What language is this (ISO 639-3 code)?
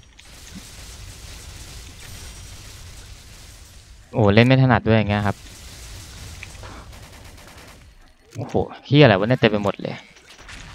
tha